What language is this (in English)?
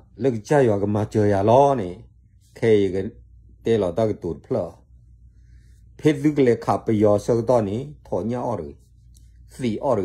S'gaw Karen